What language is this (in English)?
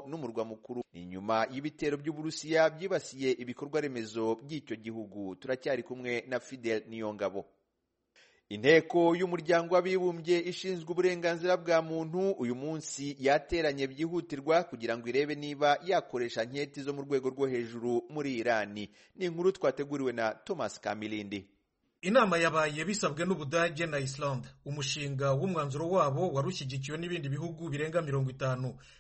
Kinyarwanda